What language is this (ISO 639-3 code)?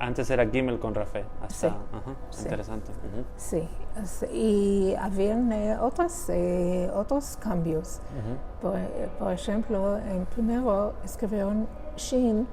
lad